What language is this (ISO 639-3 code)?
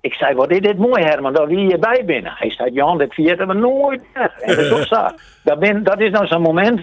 fry